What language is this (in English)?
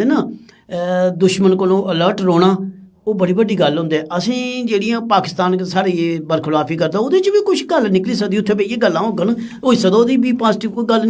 Dogri